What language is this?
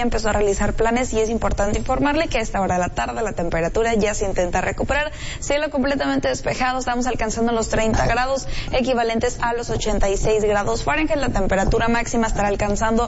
Spanish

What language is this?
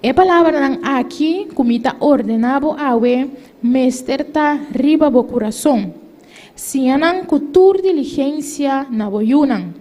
Papiamento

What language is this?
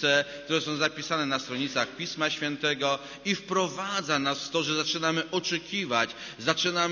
Polish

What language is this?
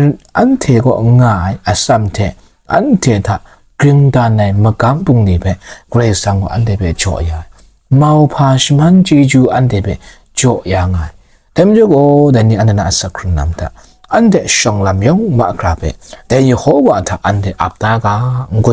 Kachin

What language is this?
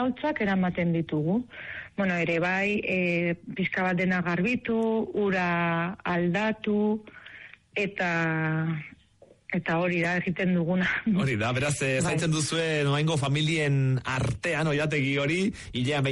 Basque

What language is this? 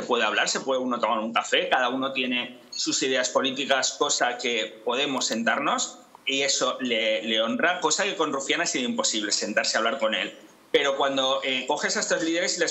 Spanish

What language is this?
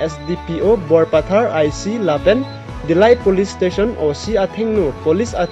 Karbi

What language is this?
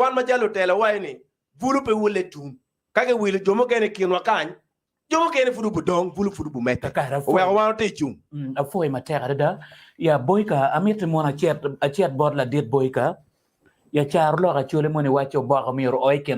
Acoli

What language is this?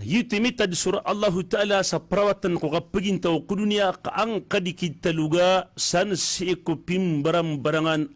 Maranao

